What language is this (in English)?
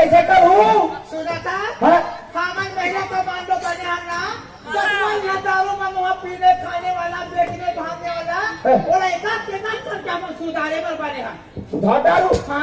Chhattisgarhi